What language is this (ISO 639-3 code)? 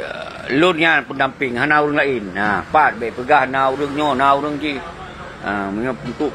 ace